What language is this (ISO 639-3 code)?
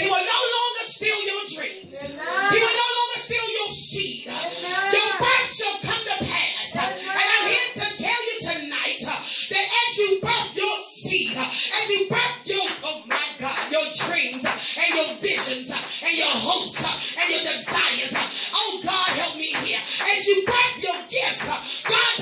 eng